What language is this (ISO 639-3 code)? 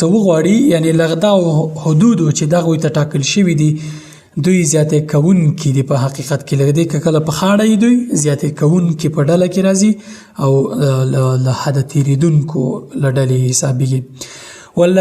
pus